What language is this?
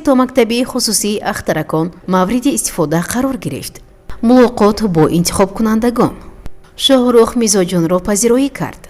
Tajik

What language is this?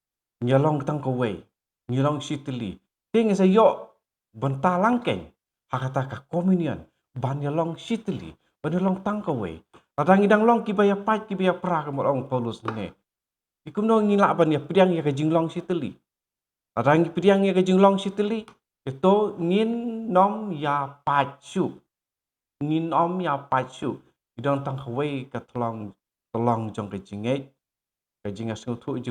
Khasi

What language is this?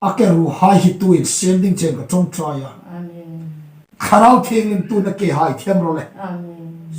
Hmar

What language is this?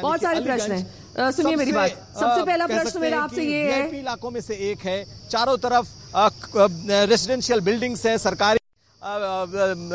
Hindi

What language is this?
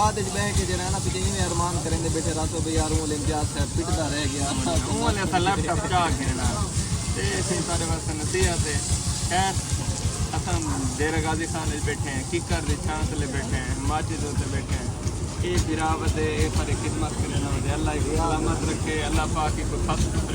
Saraiki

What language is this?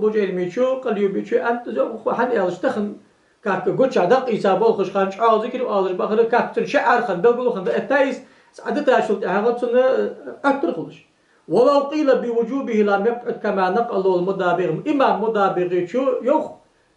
Ingush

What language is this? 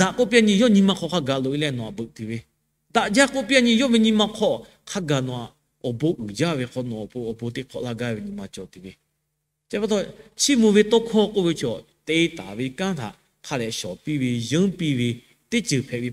Lahu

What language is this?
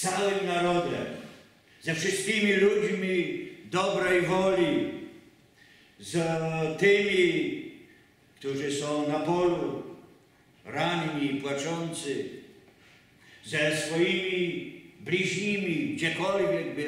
Polish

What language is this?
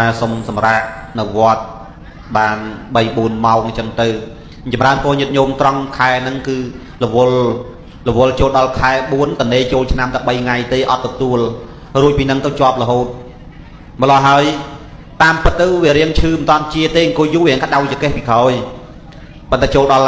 Khmer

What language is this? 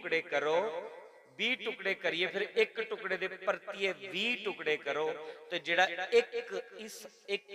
Dogri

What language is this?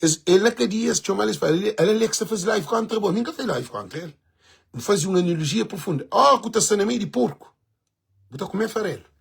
Kabuverdianu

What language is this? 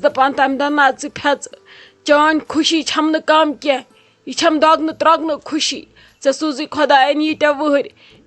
Kashmiri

